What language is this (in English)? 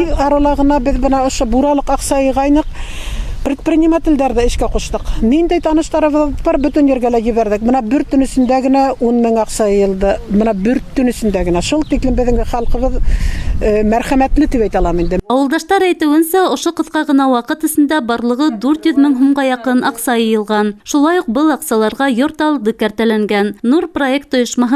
Bashkir